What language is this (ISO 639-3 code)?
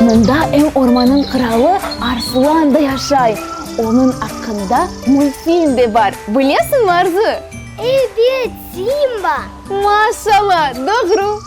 crh